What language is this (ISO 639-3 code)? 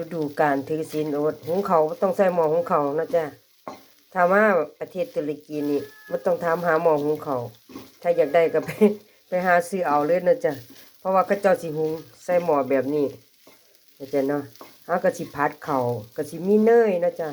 tts